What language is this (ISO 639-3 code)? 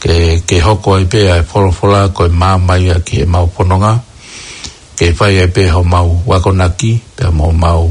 ton